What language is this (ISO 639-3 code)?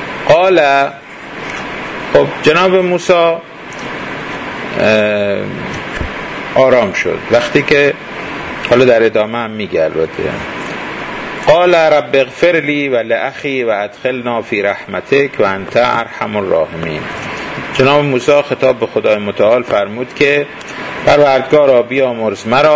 fas